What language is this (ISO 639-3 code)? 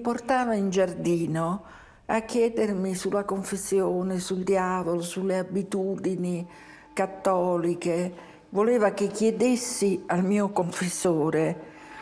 ita